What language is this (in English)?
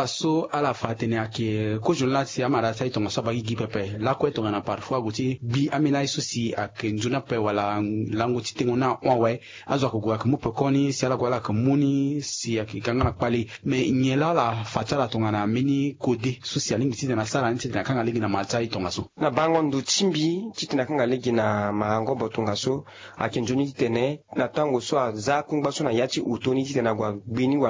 Sango